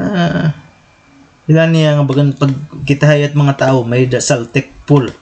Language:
Waray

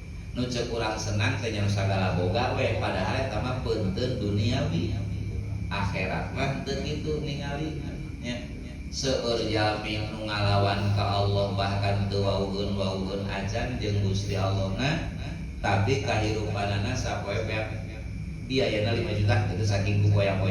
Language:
Sundanese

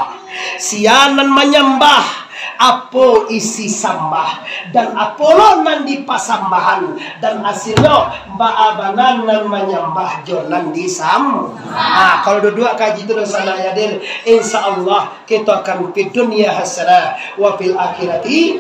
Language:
Minangkabau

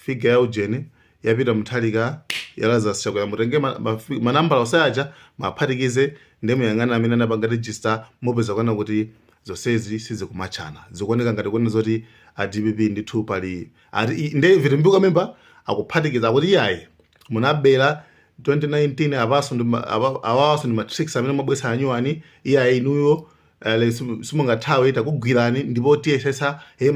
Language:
Nyanja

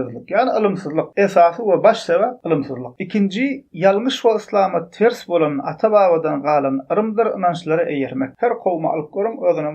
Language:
Turkmen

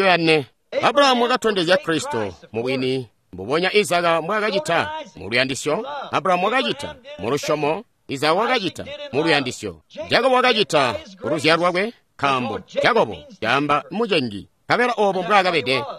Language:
Tonga (Zambia)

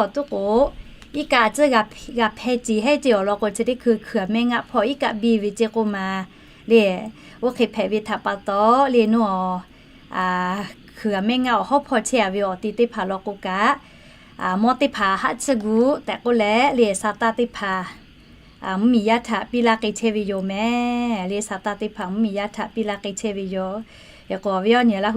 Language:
Lahu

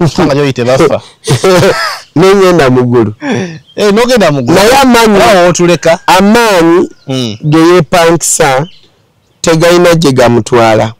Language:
Ganda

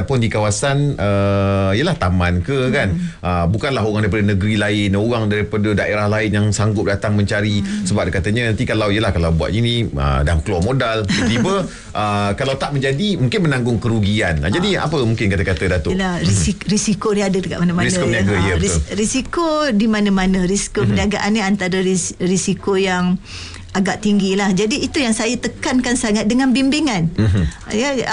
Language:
Malay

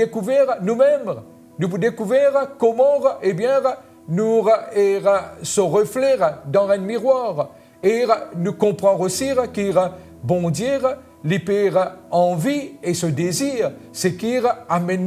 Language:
Morisyen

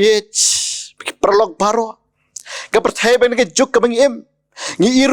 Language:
Khasi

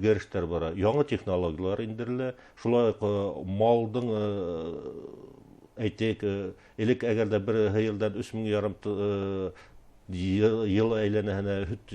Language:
Bashkir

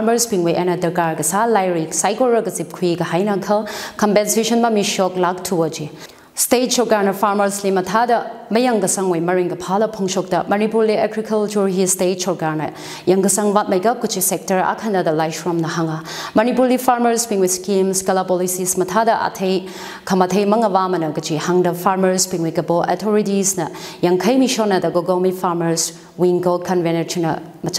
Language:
Tangkhul Naga (India)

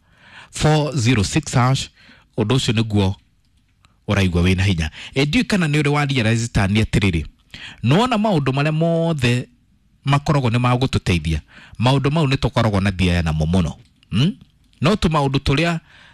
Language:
Kikuyu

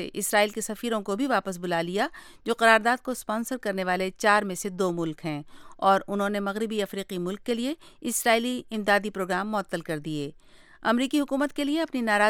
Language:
Urdu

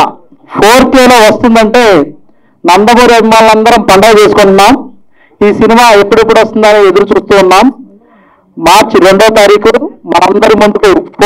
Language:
Telugu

